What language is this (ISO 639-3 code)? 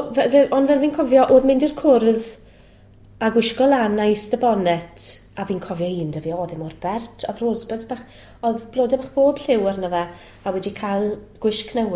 cym